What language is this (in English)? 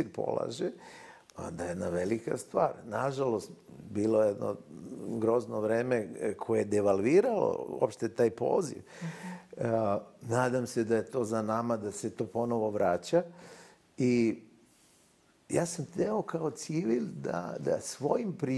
Serbian